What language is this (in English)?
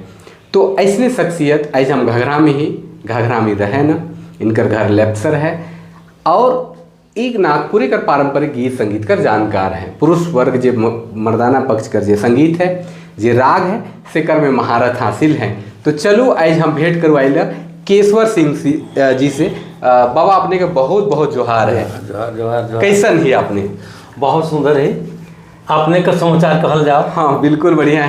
Sadri